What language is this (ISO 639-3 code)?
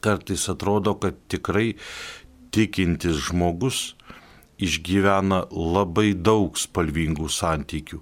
lit